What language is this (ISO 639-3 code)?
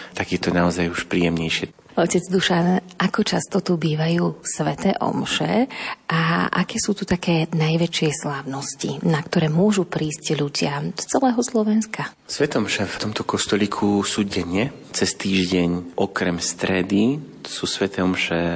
slk